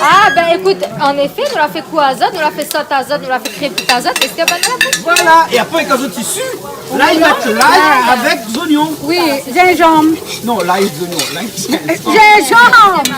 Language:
Réunion Creole French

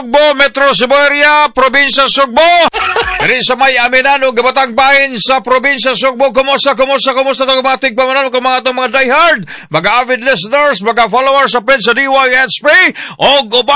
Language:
Cebuano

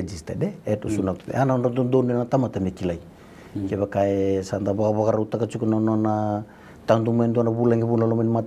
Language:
Fijian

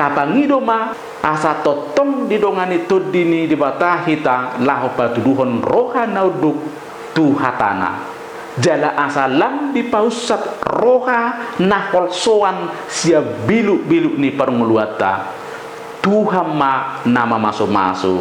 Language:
Batak Toba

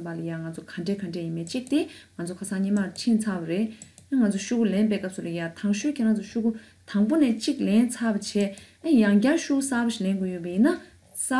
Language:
Tibetan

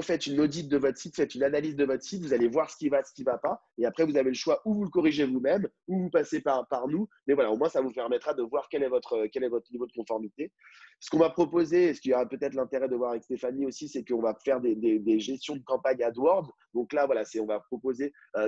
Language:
French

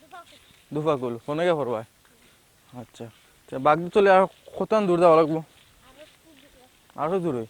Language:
Sylheti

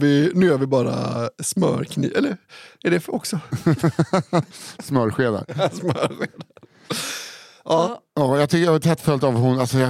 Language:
Swedish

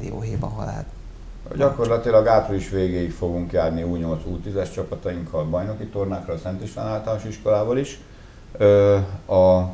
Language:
Hungarian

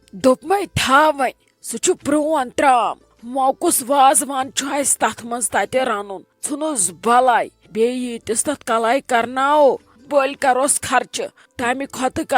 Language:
Kashmiri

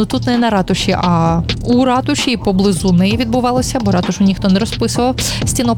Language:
Ukrainian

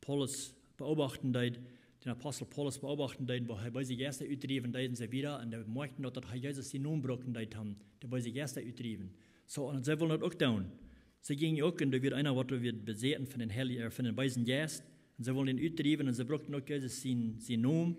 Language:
Plautdietsch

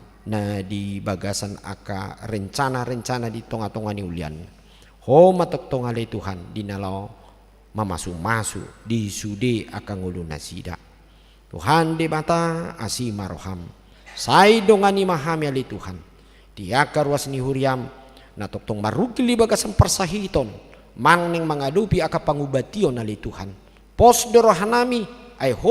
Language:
Batak Toba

